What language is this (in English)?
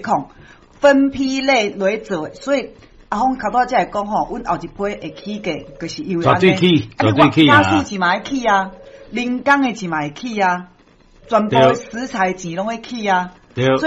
Min Nan Chinese